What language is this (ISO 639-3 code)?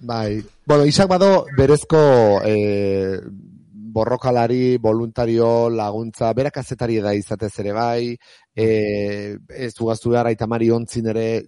eus